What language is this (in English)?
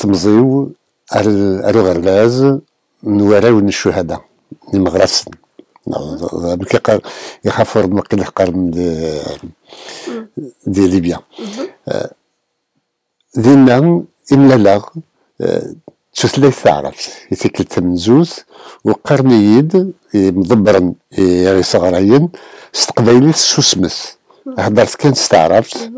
Kabyle